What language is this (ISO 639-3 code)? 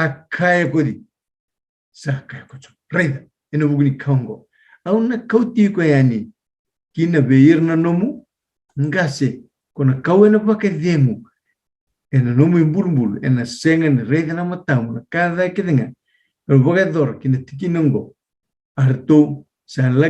fij